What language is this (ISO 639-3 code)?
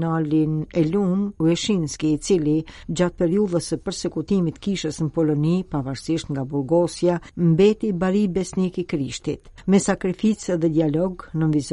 sqi